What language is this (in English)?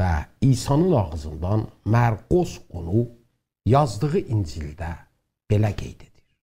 South Azerbaijani